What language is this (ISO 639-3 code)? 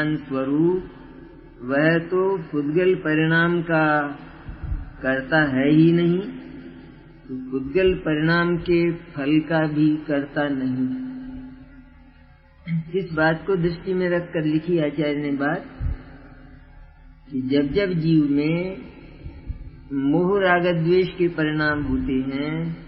hin